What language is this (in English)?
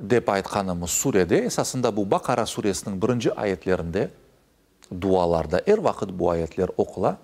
Crimean Tatar